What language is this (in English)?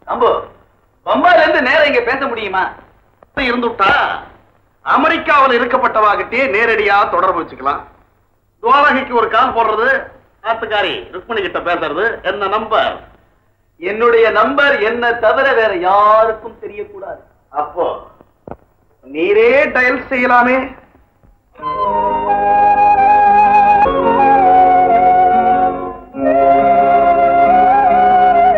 Tamil